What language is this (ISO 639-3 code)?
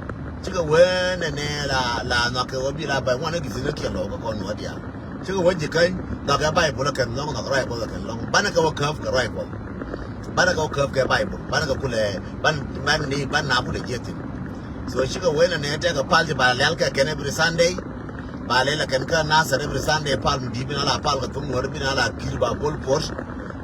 nus